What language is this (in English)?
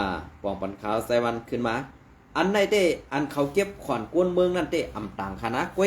Shan